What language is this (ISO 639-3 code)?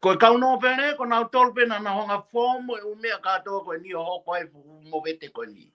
ton